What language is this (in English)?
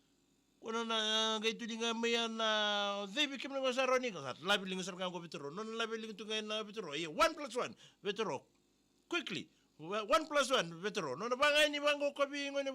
Fijian